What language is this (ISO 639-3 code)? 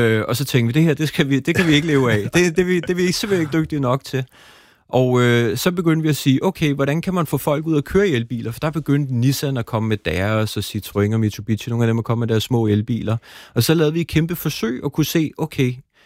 dan